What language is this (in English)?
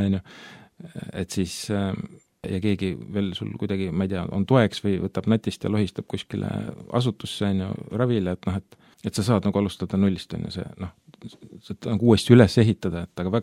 Estonian